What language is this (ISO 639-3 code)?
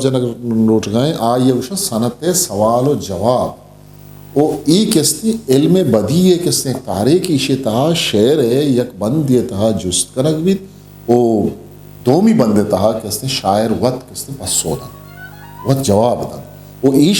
bgp